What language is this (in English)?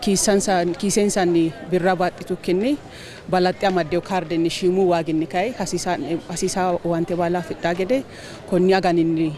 Sidamo